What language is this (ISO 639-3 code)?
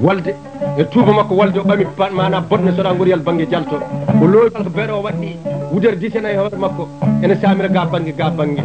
ful